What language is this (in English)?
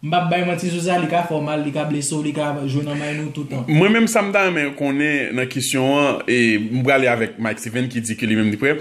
Haitian Creole